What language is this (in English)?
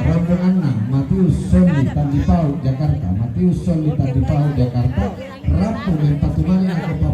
Toraja-Sa'dan